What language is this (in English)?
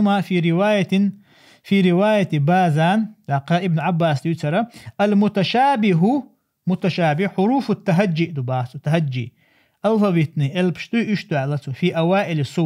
Chechen